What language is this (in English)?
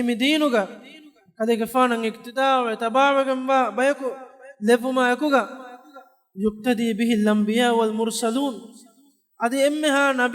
Divehi